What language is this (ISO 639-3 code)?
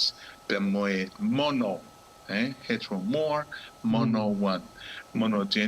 ton